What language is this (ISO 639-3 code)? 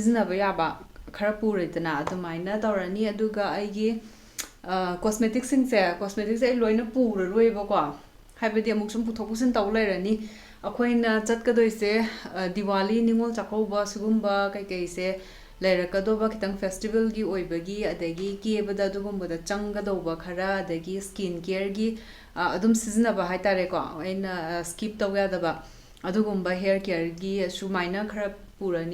mni